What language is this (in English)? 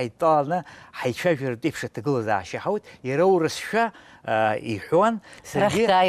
Abkhazian